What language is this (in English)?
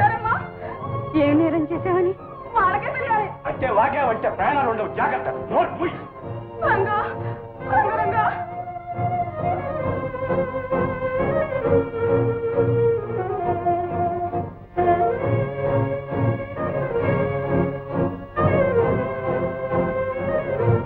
Telugu